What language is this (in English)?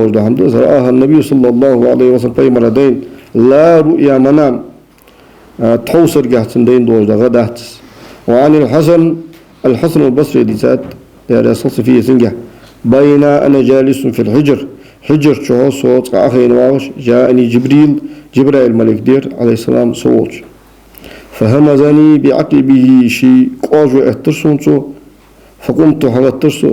Ingush